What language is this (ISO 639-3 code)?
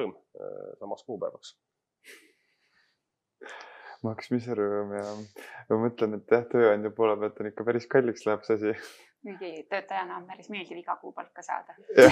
est